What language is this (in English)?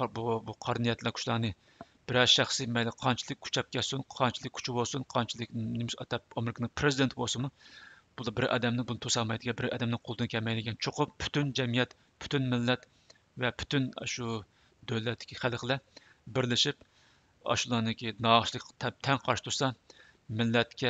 Uyghur